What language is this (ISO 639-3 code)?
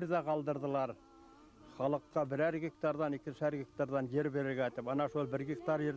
bak